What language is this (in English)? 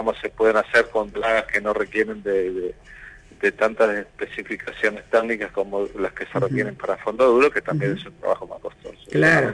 Spanish